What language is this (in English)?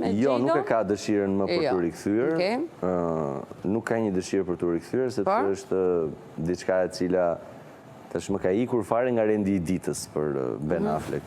Albanian